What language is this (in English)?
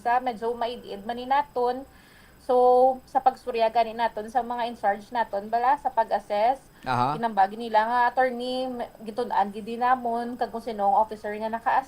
Hiligaynon